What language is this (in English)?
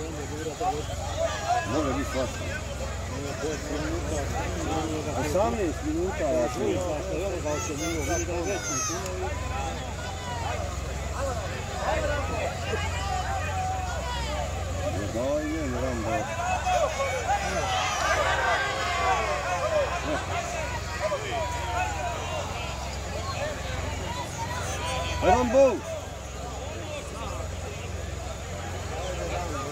Croatian